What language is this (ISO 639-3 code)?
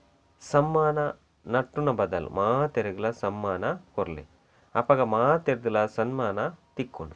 tcy